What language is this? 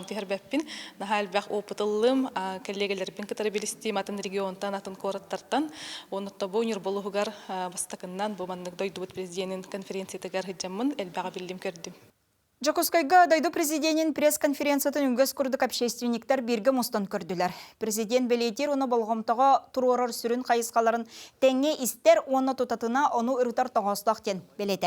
Yakut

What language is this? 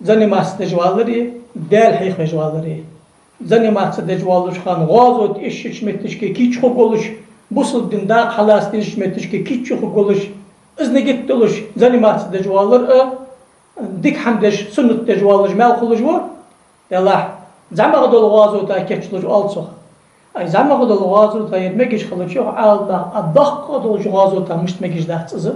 Ingush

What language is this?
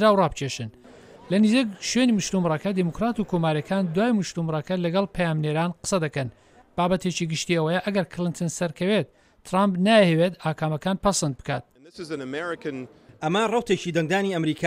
Central Kurdish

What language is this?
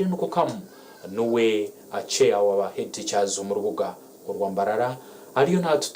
Nyankole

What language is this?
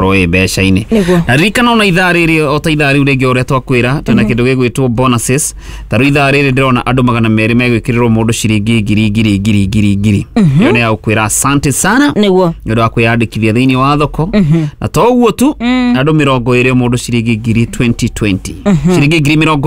Kikuyu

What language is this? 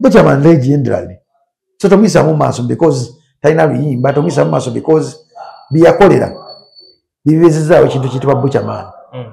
Ganda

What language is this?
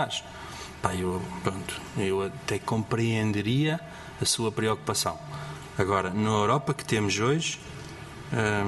Portuguese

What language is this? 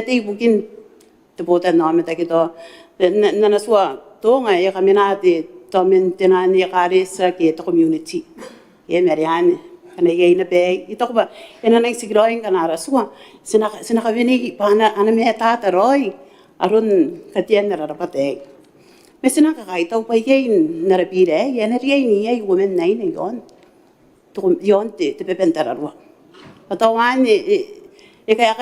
Gilbertese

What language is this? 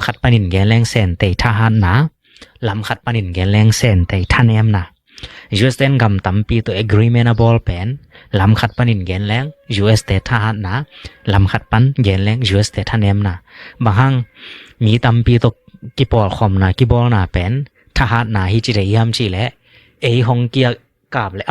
Tedim Chin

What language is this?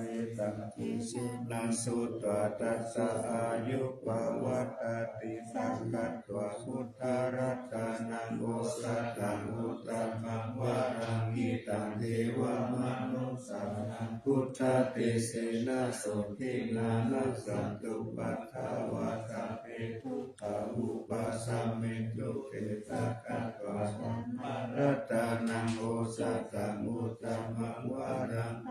Pali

